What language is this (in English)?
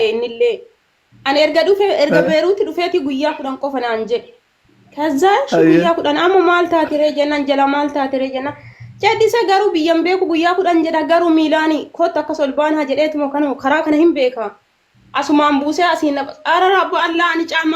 Oromo